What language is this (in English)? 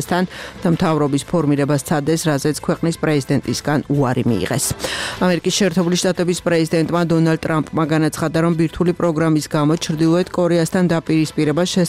Georgian